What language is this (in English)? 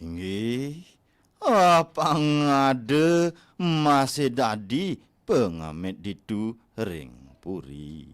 Balinese